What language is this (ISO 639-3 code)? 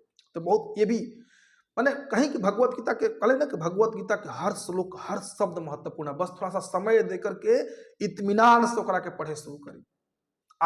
bho